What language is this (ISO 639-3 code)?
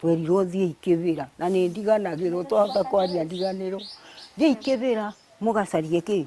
kik